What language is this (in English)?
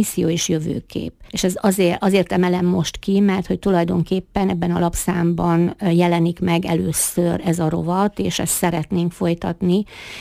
Hungarian